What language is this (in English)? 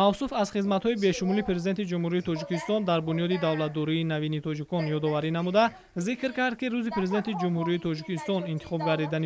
Tajik